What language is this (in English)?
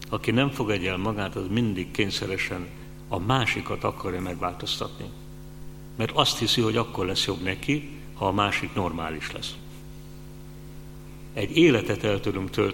Hungarian